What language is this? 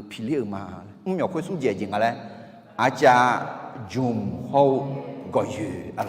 Akha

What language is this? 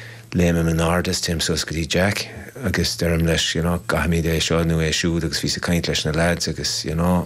Irish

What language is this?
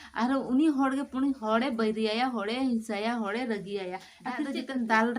Santali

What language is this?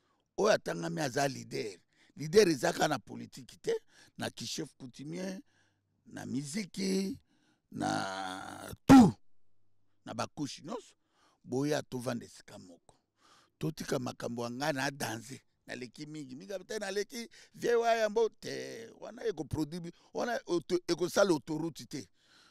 Lingala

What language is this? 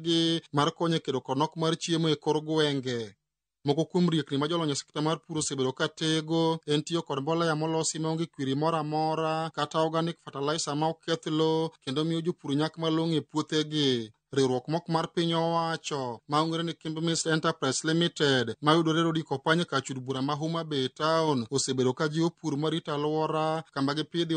Luo (Kenya and Tanzania)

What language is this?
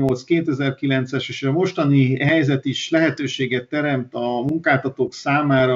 Hungarian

